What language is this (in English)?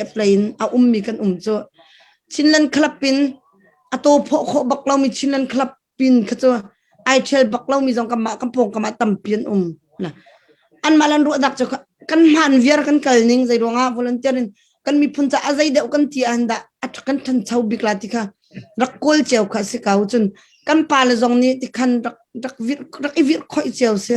Hakha Chin